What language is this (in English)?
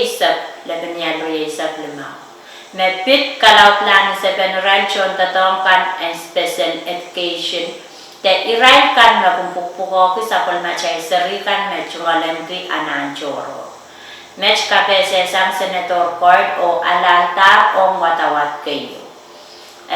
Pohnpeian